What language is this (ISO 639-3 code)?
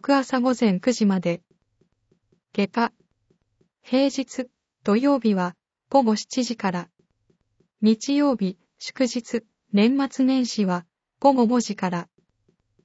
jpn